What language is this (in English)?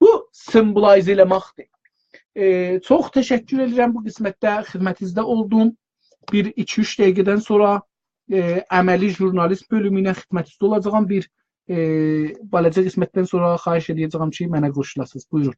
South Azerbaijani